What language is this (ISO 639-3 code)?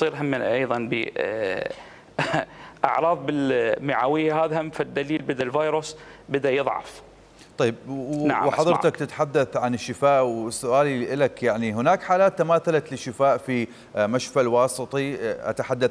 acm